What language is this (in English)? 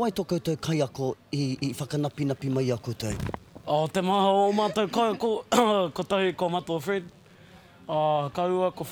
Māori